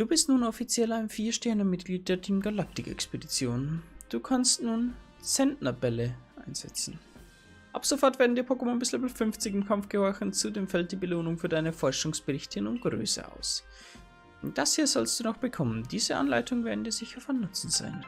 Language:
Bavarian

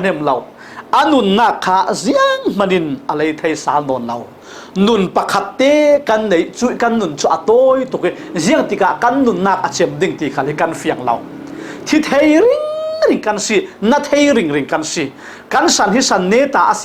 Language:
Falam Chin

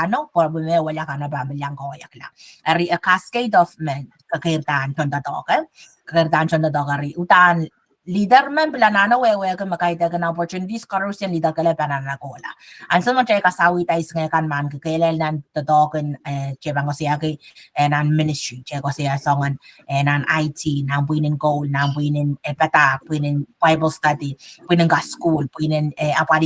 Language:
Pohnpeian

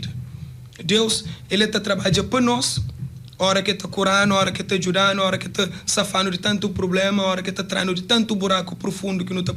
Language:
Kabuverdianu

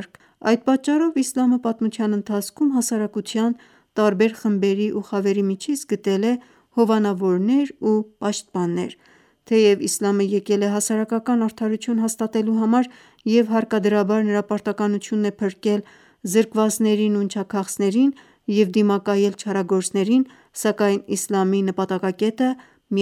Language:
Armenian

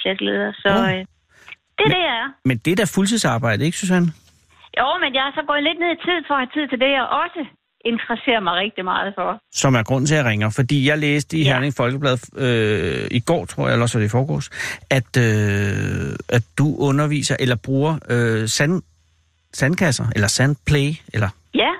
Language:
Danish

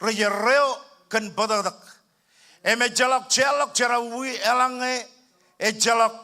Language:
Marshallese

